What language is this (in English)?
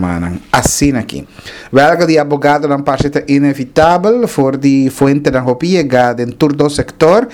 Papiamento